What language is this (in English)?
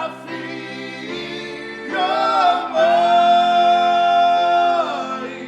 Tongan